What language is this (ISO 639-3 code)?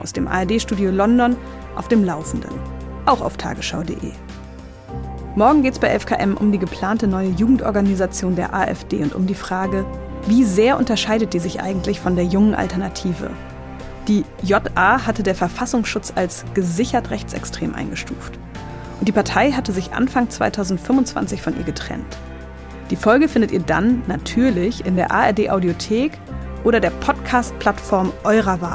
deu